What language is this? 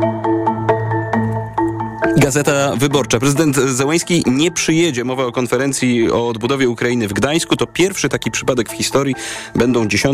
Polish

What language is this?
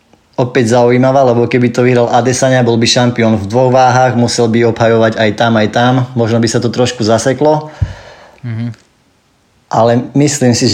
Slovak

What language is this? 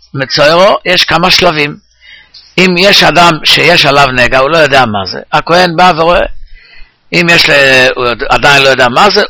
Hebrew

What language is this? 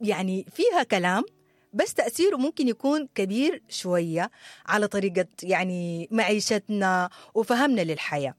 Sudanese Arabic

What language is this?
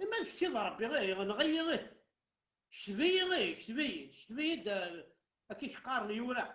Kabyle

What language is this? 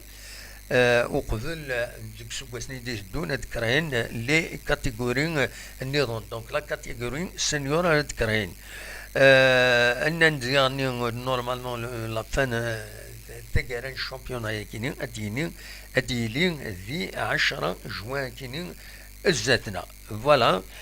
Kabyle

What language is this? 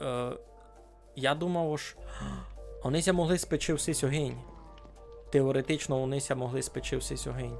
Rusyn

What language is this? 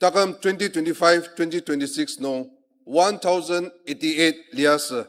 Ao Naga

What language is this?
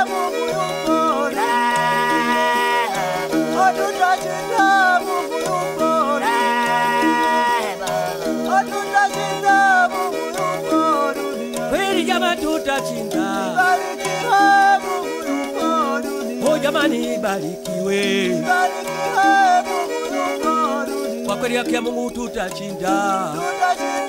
Swahili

